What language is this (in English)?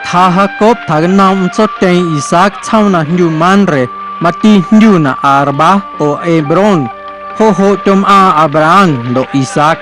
Guerrero Amuzgo